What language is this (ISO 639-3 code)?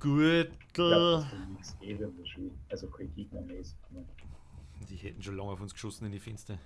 bar